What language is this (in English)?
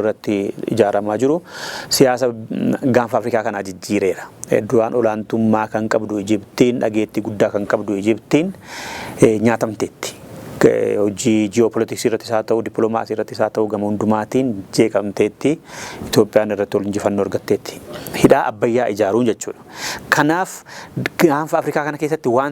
Oromo